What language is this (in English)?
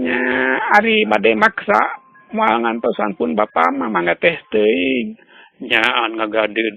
Sundanese